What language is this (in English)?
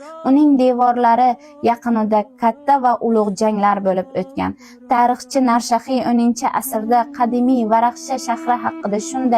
Uzbek